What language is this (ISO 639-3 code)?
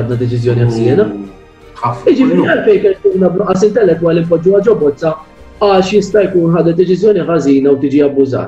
mlt